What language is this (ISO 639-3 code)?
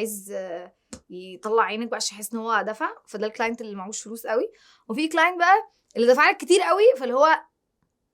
arz